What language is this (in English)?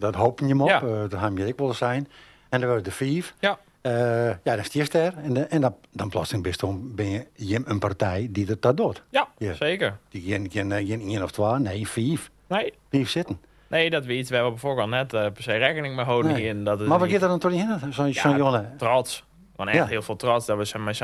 Western Frisian